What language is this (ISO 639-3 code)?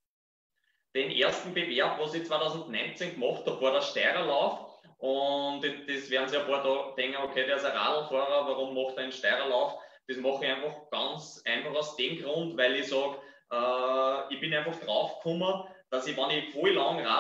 deu